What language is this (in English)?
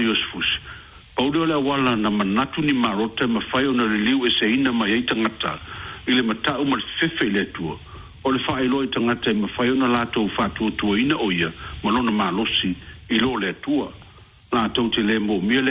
Samoan